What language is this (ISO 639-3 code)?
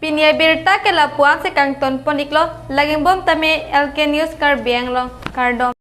mjw